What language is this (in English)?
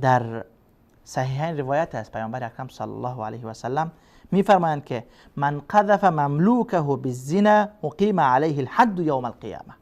Persian